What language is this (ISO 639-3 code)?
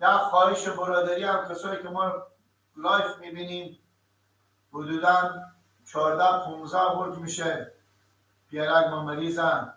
fas